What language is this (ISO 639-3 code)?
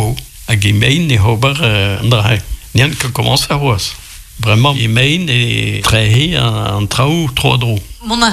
bre